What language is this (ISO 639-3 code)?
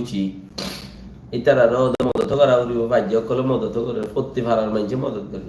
rhg